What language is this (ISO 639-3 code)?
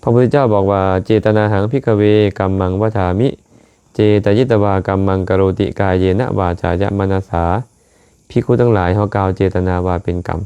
lao